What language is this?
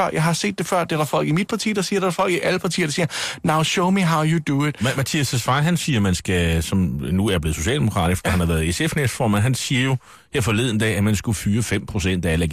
Danish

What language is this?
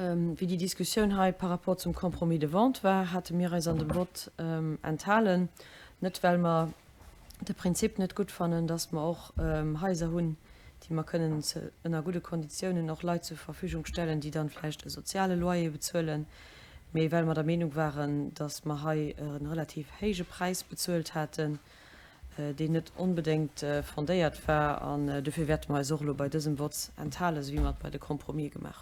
Luxembourgish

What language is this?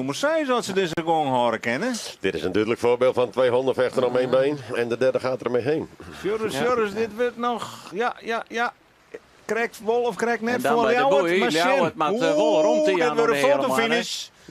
Western Frisian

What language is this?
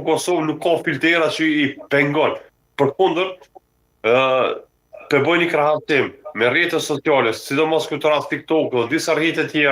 Albanian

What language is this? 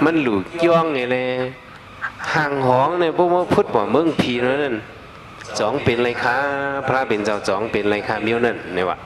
Shan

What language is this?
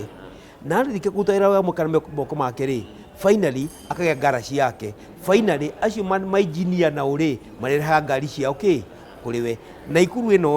Kikuyu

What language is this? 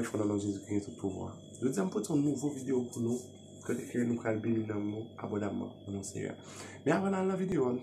Haitian Creole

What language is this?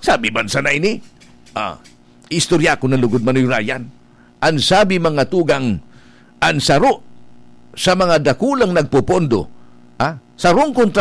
Bikol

